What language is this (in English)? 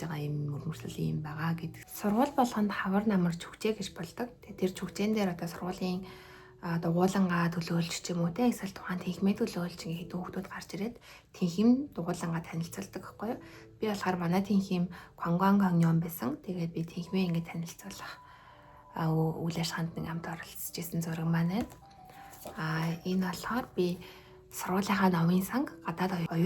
Mongolian